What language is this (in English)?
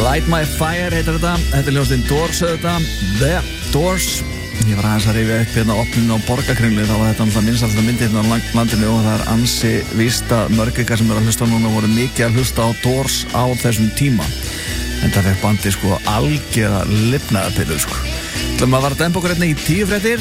Icelandic